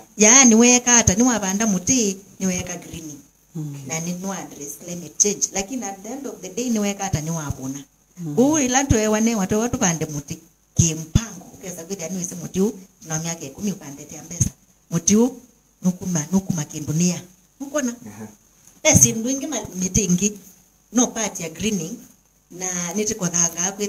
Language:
Kamba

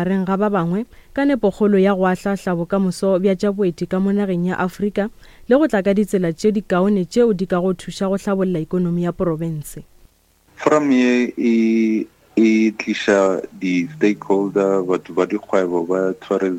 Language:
Northern Sotho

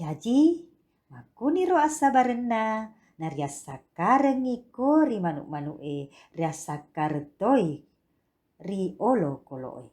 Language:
Buginese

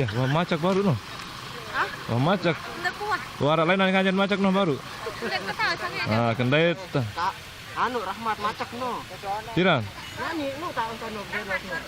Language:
Sasak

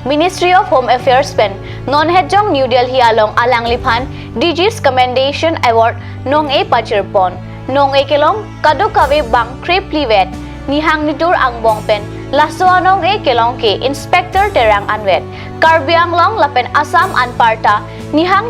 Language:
Karbi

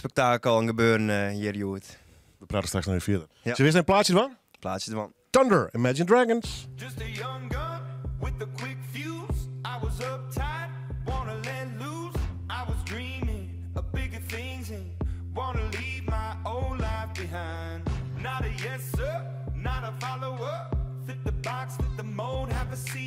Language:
Western Frisian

